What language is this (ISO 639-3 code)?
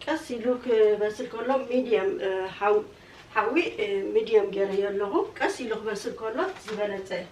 tir